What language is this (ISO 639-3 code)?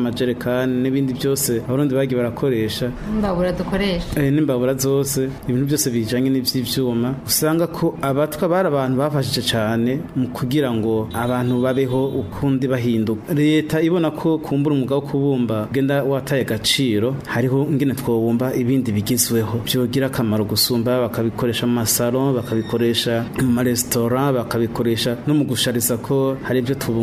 run